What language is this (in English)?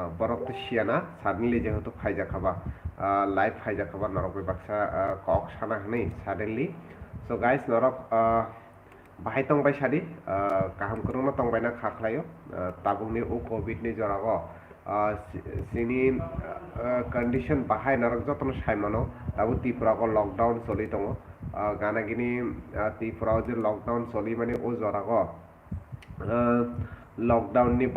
Kok Borok